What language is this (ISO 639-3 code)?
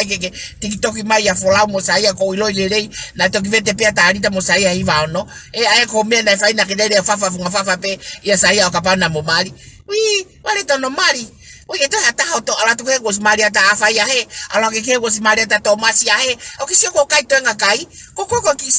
ton